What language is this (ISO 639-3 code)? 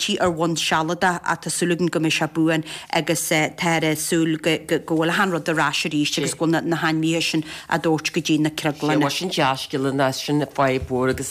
gle